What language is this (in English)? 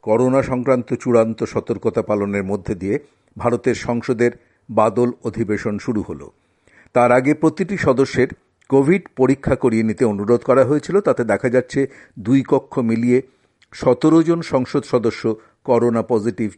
Bangla